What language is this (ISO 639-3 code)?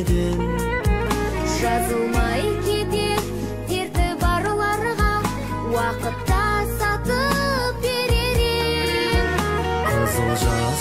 kaz